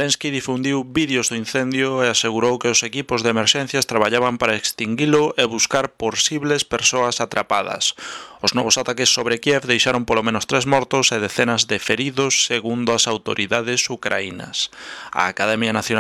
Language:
Galician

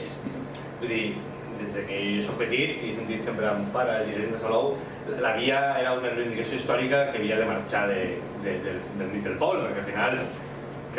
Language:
Catalan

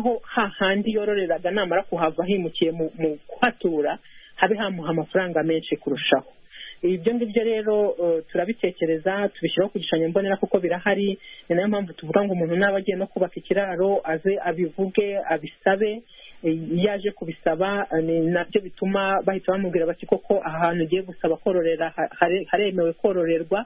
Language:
Kinyarwanda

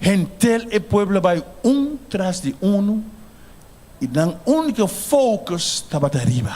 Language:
Papiamento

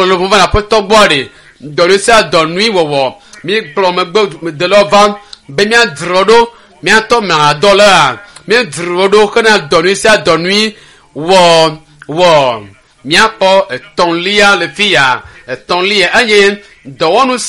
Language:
Ewe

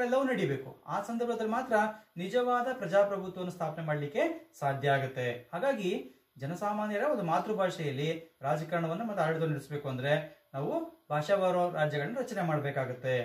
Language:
Kannada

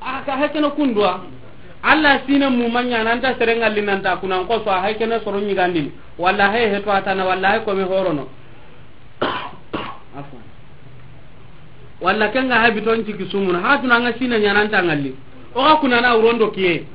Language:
Soninke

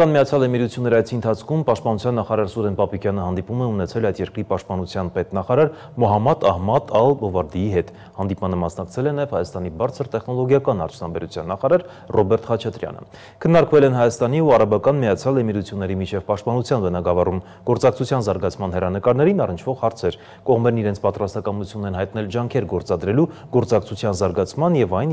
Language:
Armenian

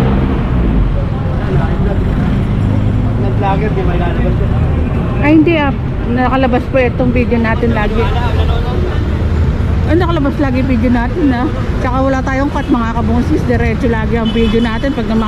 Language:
Filipino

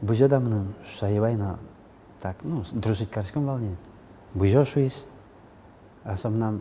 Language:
Udmurt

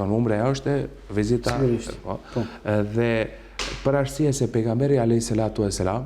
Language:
Albanian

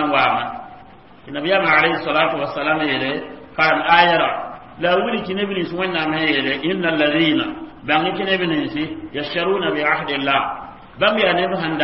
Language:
Mossi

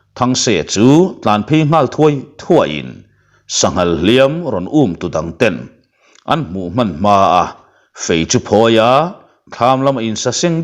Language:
Mizo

